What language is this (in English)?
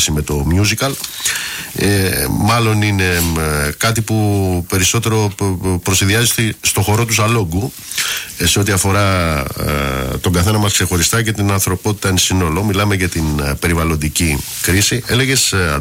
Greek